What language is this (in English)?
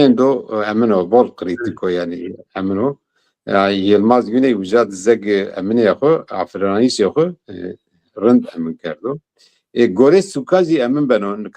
Zaza